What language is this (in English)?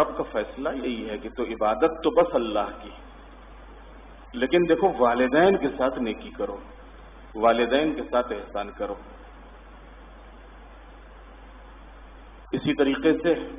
Urdu